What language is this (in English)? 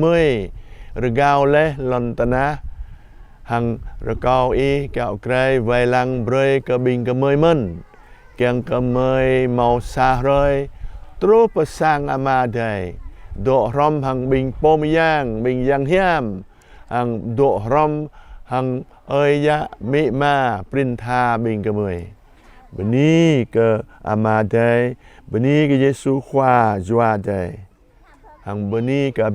Jarai